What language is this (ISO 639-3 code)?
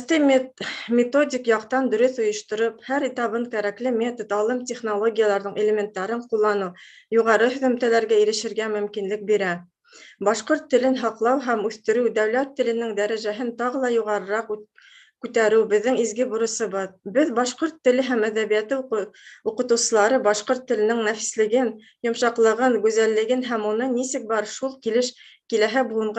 bak